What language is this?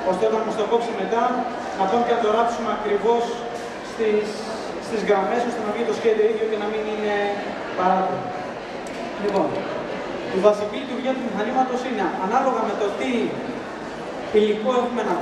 Greek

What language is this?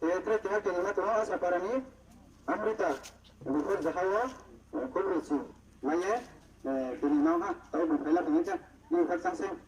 Riang (India)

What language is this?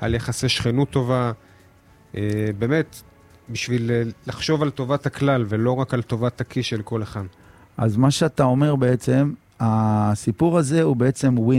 Hebrew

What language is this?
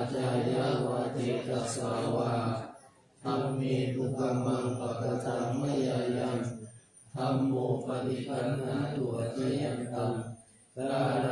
Pali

